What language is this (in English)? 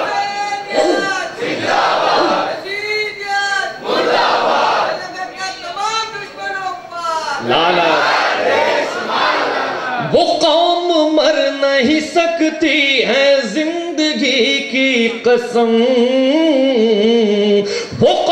Urdu